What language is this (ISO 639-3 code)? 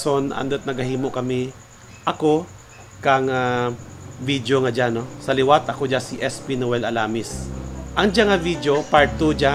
krj